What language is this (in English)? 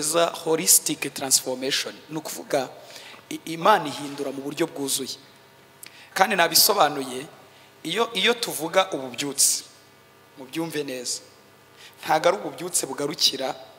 Kinyarwanda